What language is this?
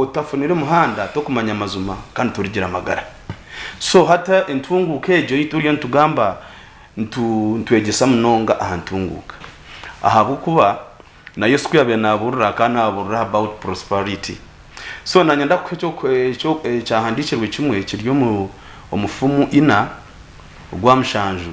Nyankole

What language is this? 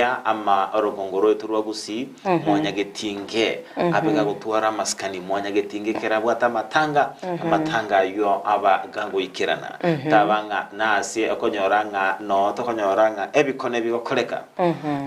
Gusii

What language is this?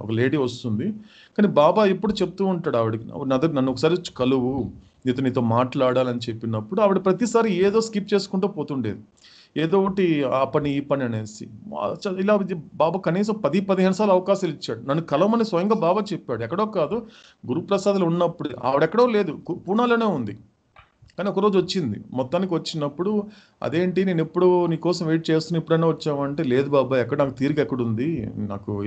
Telugu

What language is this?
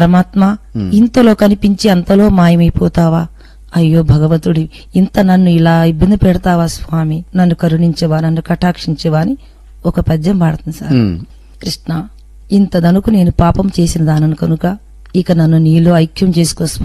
Telugu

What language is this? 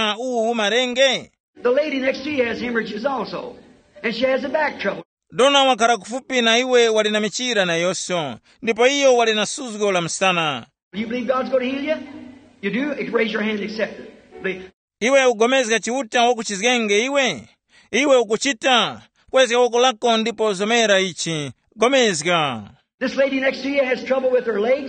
Tumbuka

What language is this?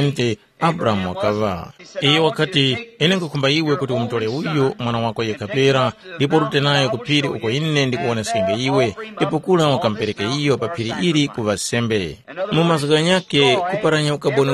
Tumbuka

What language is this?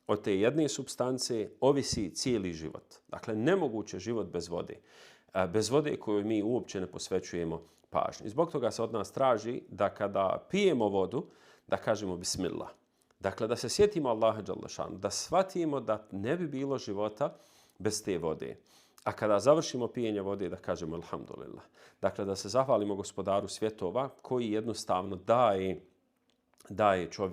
Bosnian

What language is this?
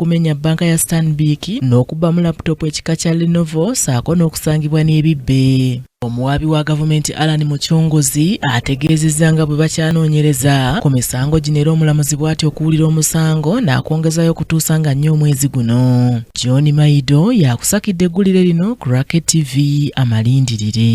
Ganda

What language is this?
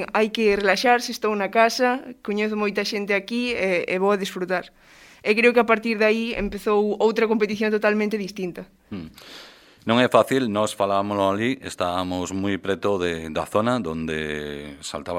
Galician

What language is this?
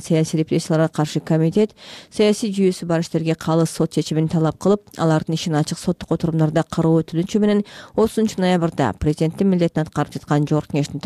Kyrgyz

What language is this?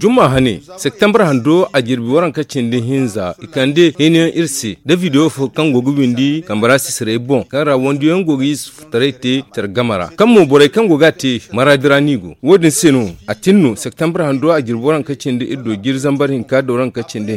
Zarma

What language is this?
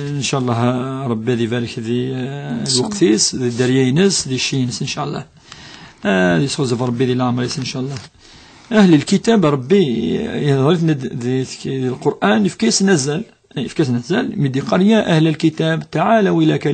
Kabyle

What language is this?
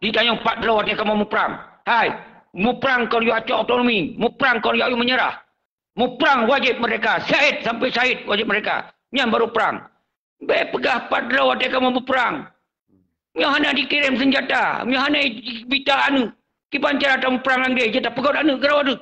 Achinese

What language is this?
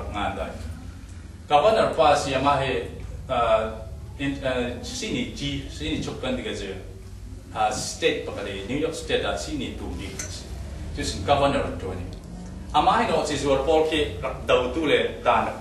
Falam Chin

